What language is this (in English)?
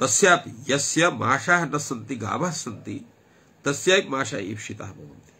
Sanskrit